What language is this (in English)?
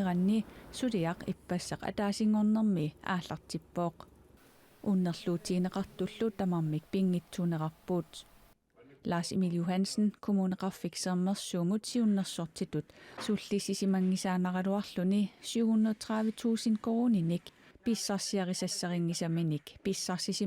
Kalaallisut